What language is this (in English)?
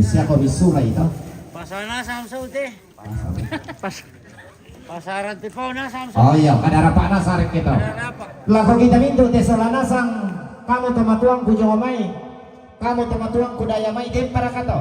Toraja-Sa'dan